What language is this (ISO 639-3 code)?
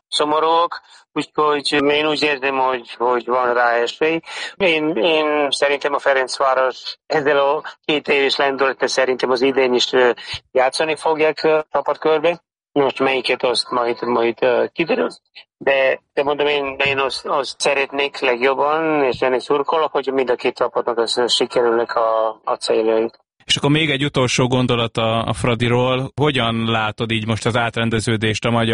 hun